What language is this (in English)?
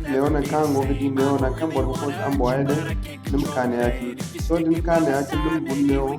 Zarma